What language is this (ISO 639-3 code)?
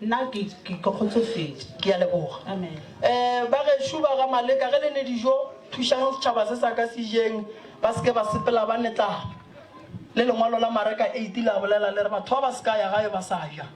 nso